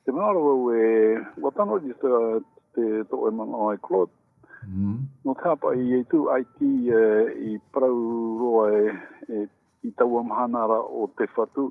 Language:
Tahitian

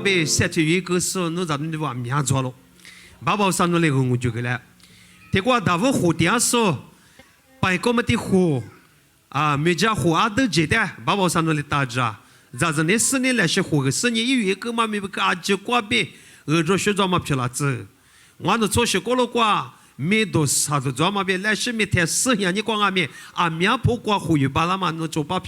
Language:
Lisu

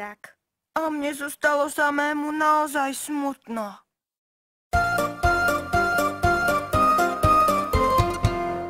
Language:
Slovak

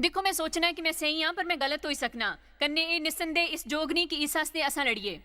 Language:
Dogri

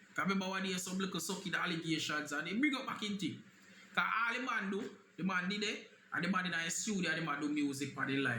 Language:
Jamaican Creole English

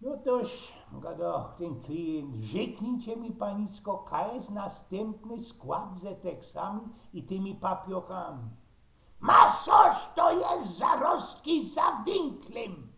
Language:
Silesian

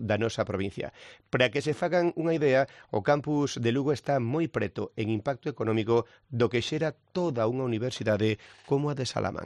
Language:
Galician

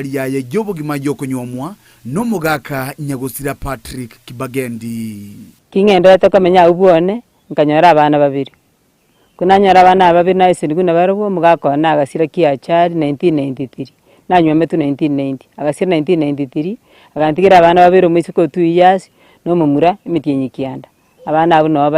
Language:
Gusii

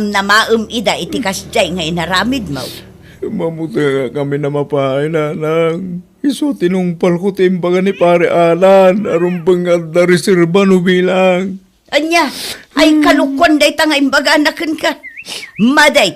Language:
Iloko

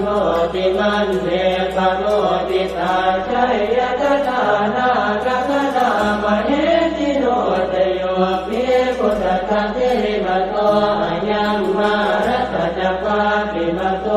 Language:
Pali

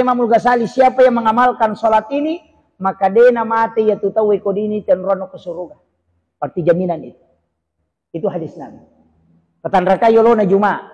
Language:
Buginese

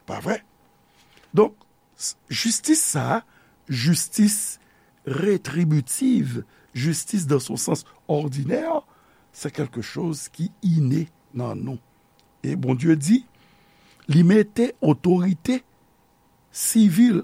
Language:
Haitian Creole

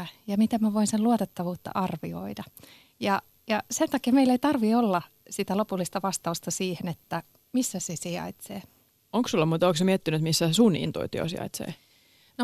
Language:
Finnish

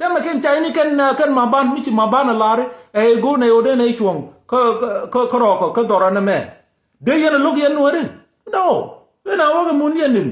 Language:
Nuer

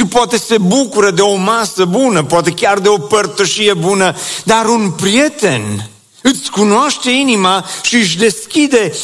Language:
Romanian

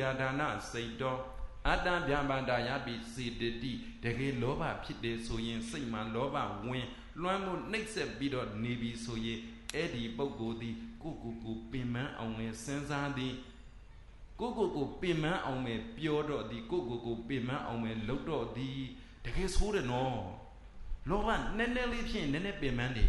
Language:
Burmese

